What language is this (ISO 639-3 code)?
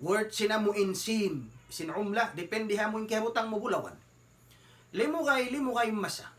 tsg